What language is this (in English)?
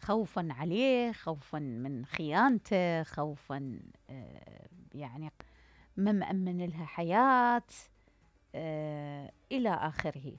Mesopotamian Arabic